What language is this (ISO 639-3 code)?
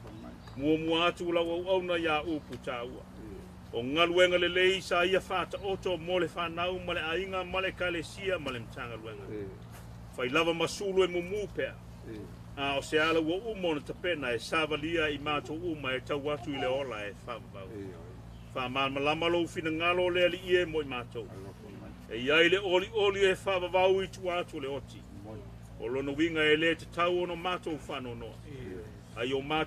smo